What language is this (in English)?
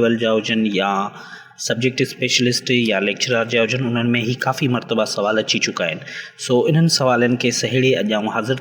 Sindhi